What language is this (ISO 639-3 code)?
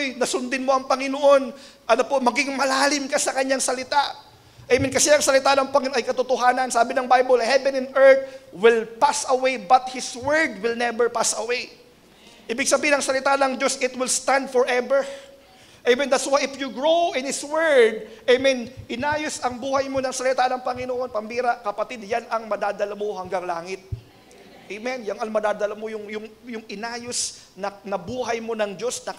fil